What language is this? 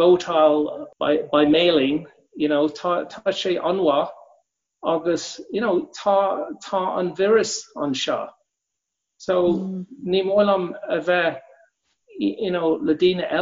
Irish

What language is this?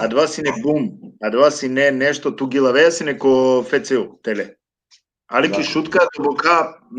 Balkan Romani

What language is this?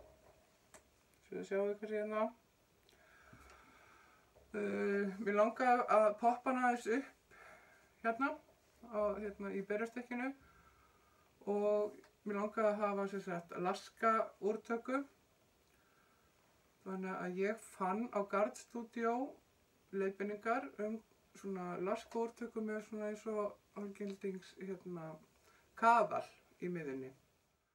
Icelandic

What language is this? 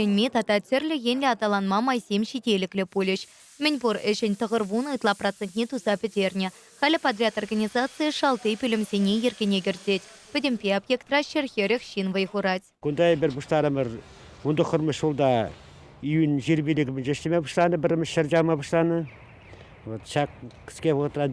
Chuvash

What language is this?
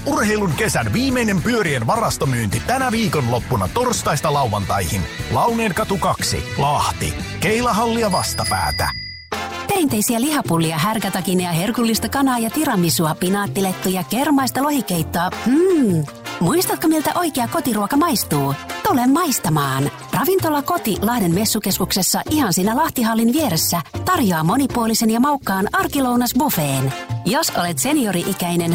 Finnish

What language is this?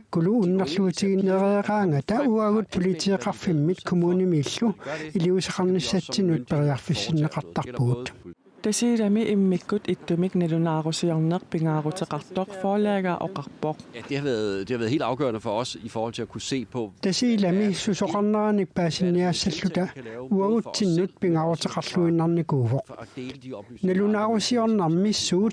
Kalaallisut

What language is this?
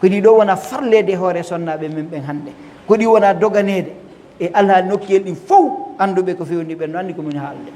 Fula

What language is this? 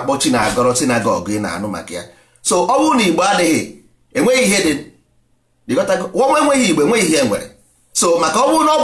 Igbo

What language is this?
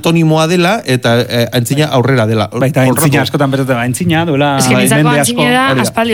Basque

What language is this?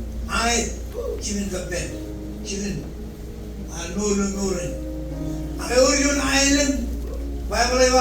Marshallese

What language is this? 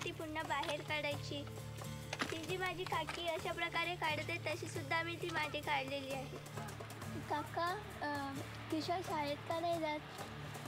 Marathi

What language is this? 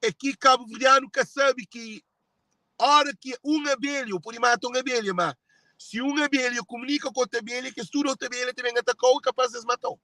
Kabuverdianu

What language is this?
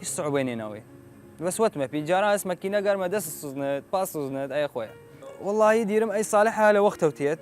Southern Kurdish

